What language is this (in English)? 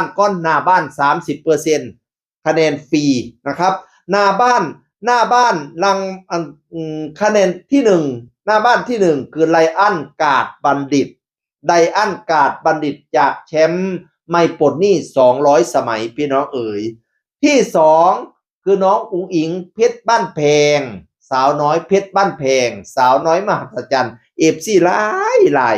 Northeastern Thai